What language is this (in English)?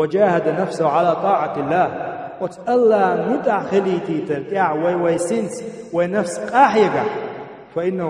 Chechen